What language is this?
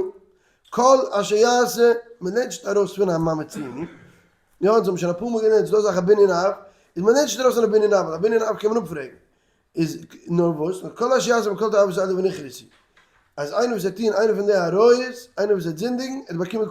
Yiddish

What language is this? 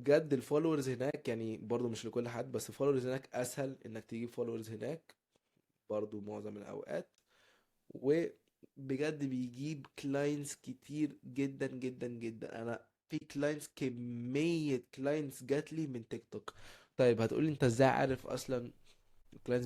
Egyptian Arabic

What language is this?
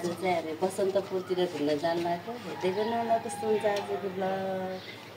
Nepali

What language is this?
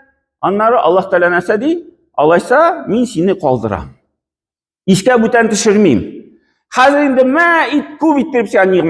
Tatar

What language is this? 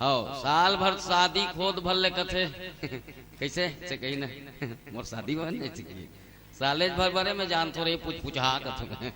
Chhattisgarhi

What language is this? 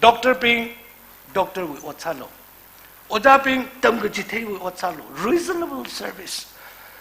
Tangkhul Naga (India)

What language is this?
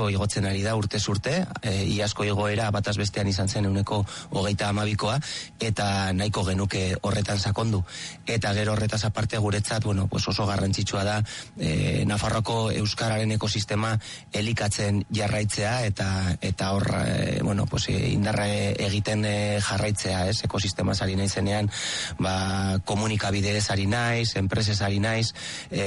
Basque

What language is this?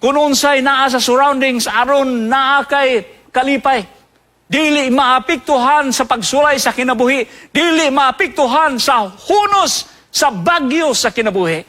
Cebuano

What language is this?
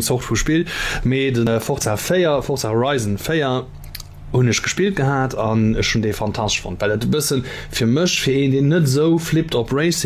Luxembourgish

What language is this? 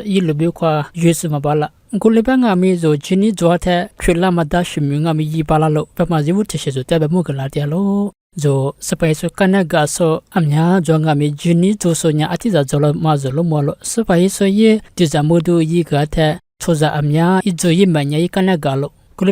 Lisu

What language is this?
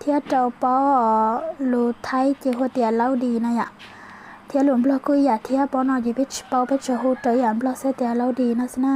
Hmong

